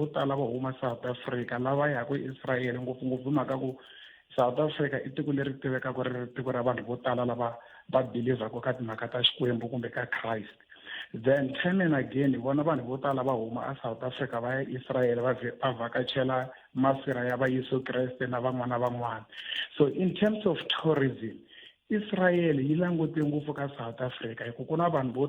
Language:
Tsonga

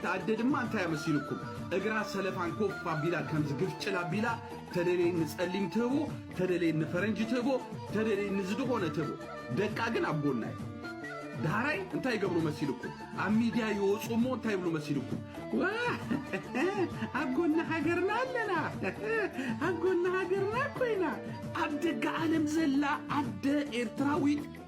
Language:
Tigrinya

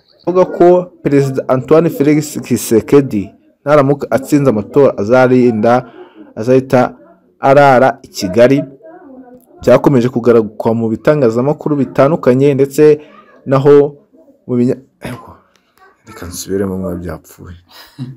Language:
Kinyarwanda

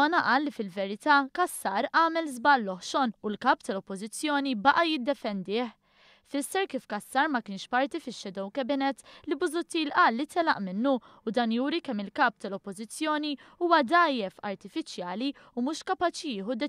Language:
Maltese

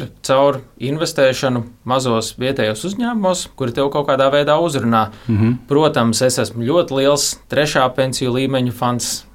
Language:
Latvian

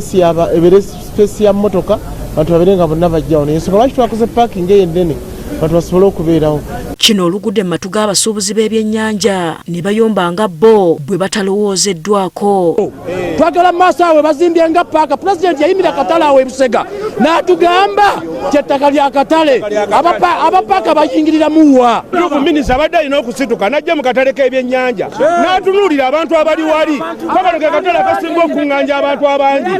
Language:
Ganda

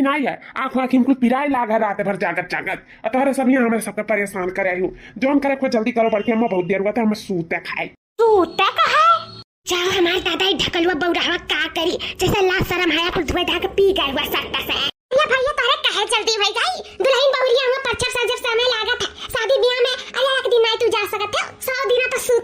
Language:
Awadhi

